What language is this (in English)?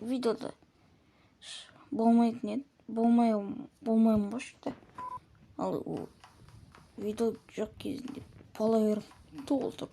Kazakh